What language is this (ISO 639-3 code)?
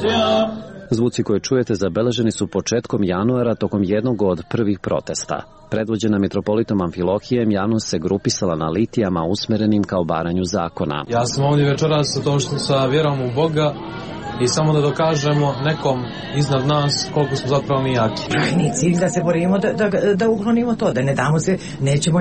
srp